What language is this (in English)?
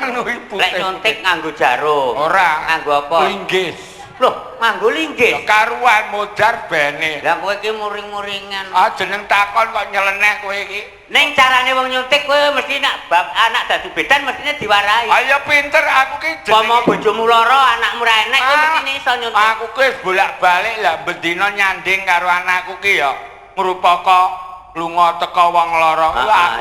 Javanese